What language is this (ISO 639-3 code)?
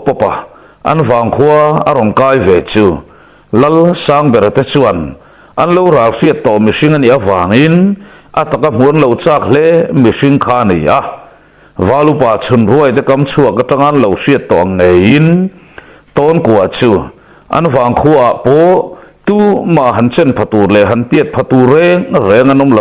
lus